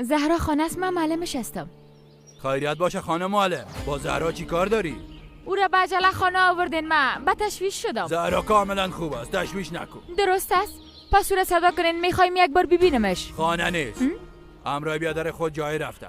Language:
Persian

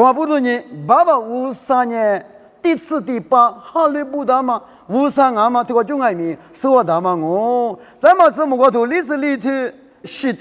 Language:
Lisu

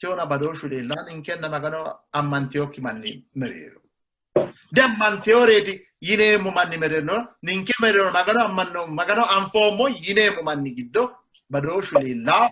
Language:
Sidamo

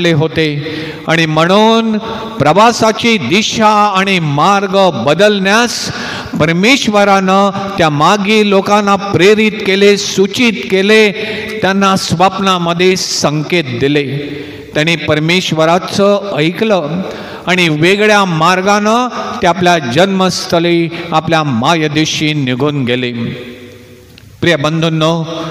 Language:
Marathi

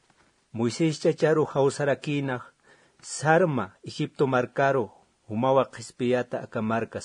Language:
Aymara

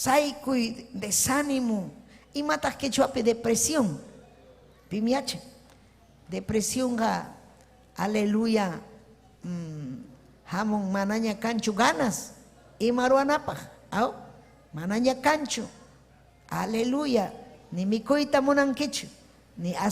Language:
Ayacucho Quechua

